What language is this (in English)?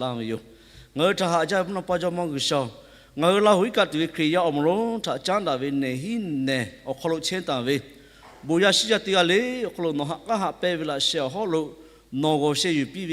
Lahu